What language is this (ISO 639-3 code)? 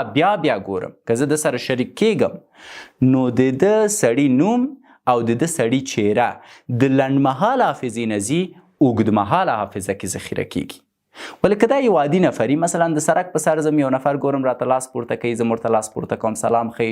pus